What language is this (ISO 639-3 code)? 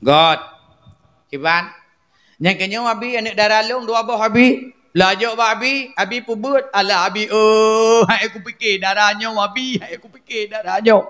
ace